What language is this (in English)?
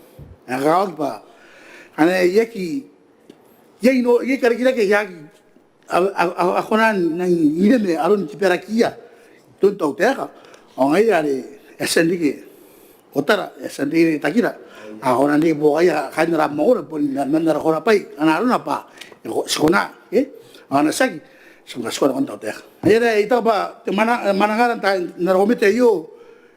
Gilbertese